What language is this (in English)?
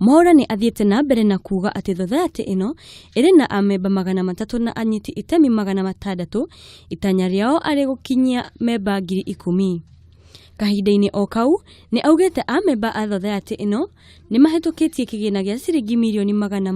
Kikuyu